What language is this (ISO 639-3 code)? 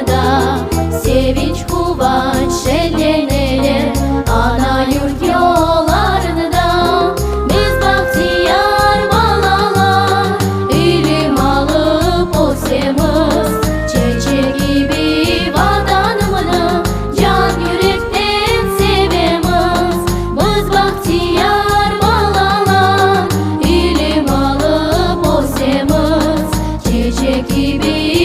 crh